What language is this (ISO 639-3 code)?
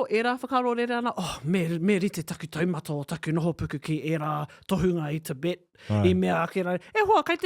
mri